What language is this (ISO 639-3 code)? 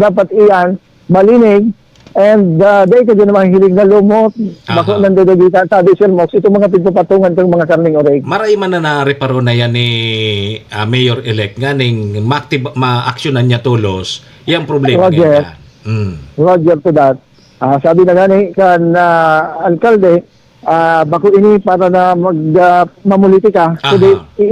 bik